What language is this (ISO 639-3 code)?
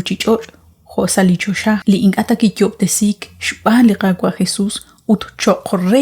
kek